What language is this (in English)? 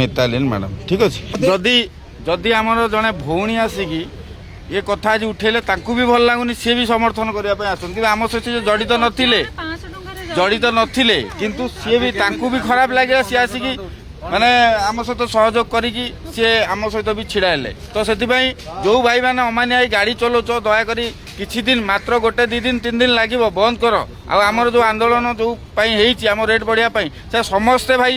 Odia